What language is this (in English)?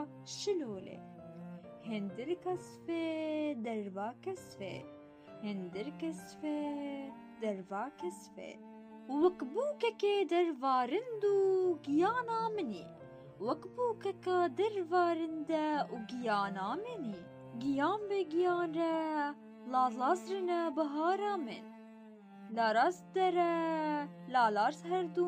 Kurdish